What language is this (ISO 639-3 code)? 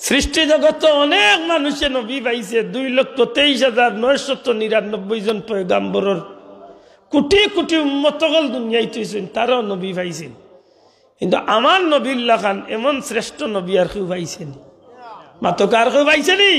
syl